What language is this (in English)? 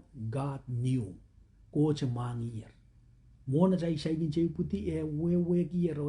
Pohnpeian